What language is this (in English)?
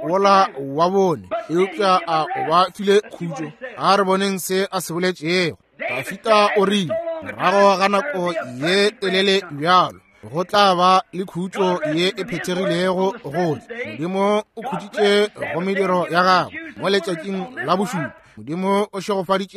Northern Sotho